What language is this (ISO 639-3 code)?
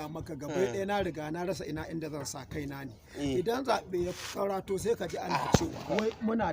hau